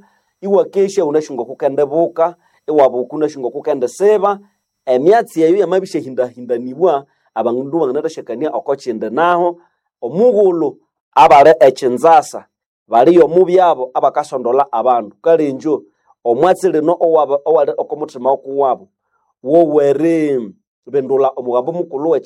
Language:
Nande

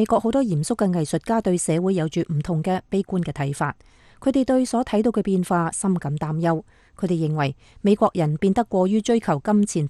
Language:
Cantonese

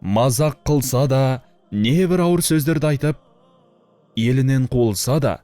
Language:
Kazakh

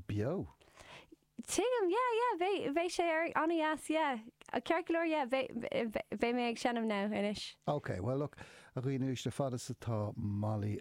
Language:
Irish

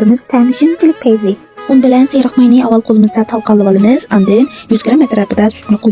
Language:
Uyghur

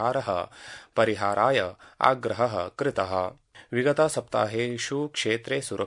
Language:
Sanskrit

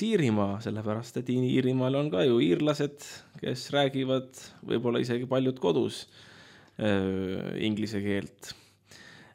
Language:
Estonian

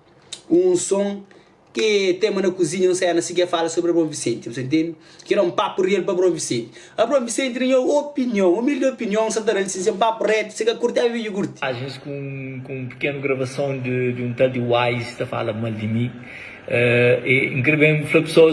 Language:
Kabuverdianu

